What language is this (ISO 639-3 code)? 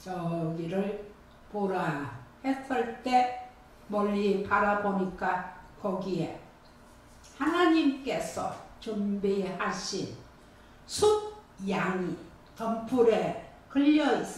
kor